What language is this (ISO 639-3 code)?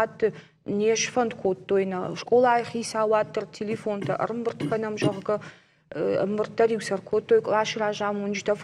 oss